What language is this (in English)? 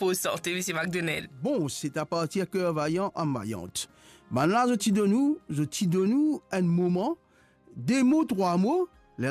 Morisyen